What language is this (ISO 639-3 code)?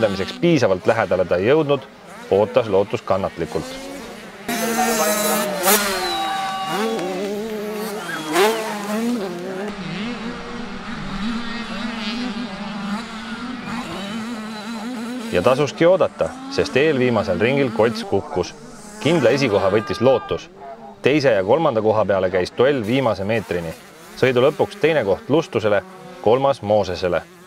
est